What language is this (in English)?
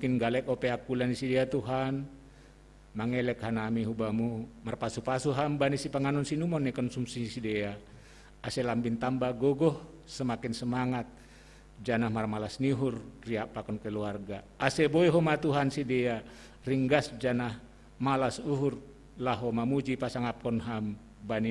Batak Simalungun